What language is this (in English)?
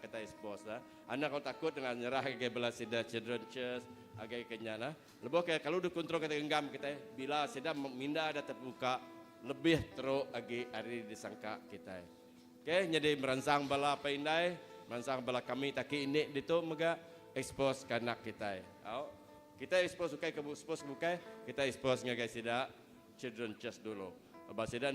Iban